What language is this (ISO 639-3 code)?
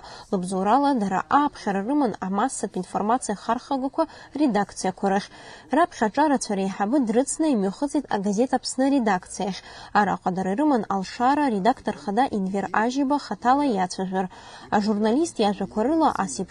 abk